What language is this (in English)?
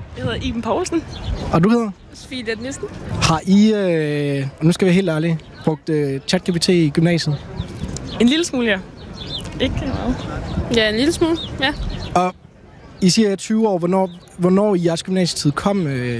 Danish